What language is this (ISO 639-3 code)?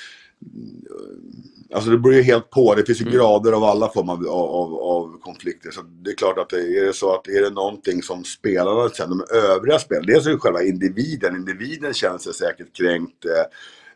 swe